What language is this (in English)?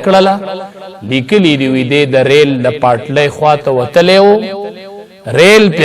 Pashto